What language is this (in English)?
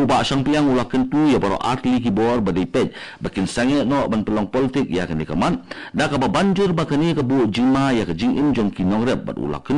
Khasi